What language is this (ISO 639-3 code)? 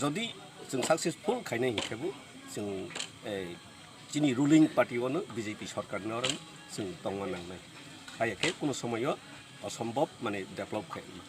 trp